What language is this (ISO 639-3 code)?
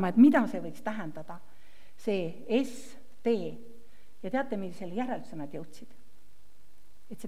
est